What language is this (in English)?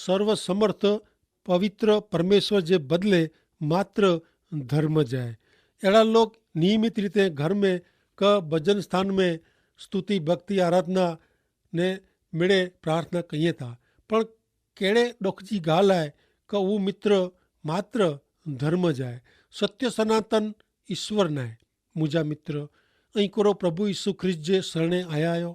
Kachhi